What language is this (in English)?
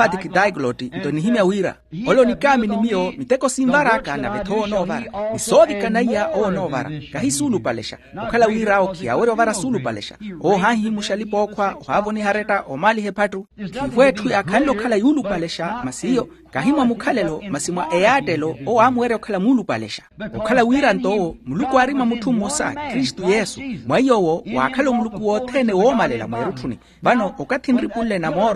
Makhuwa